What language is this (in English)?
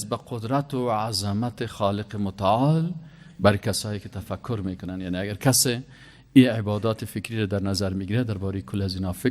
Persian